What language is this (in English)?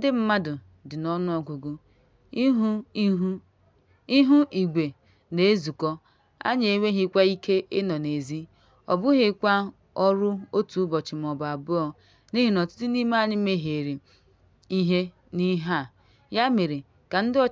Igbo